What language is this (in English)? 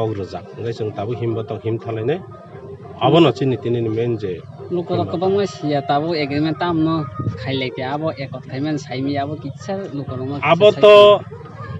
Kok Borok